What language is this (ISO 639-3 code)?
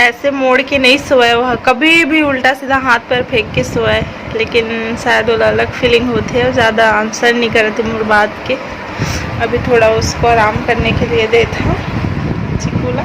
hne